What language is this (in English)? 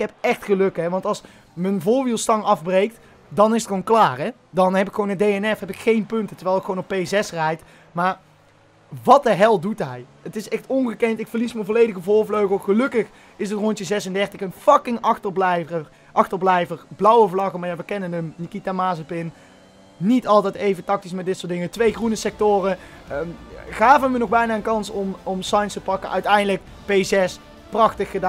Dutch